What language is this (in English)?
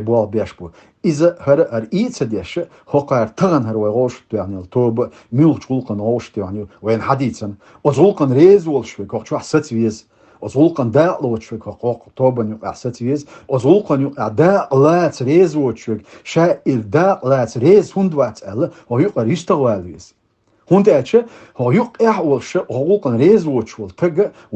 Chechen